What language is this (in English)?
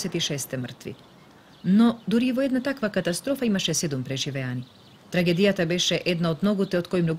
Macedonian